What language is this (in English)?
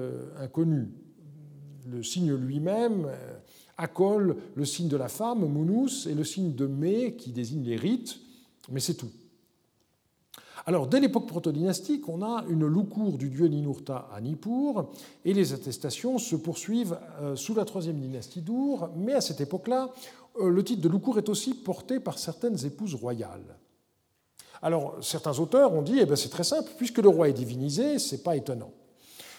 French